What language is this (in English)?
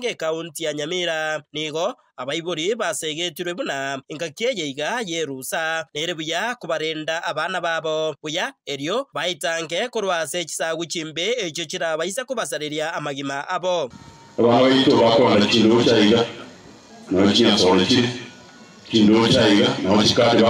Gusii